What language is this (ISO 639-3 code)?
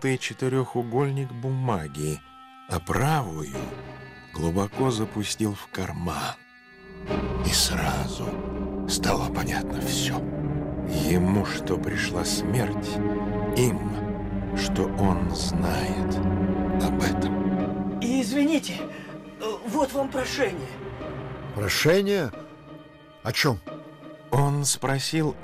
rus